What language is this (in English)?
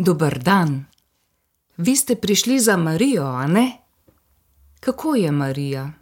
Slovenian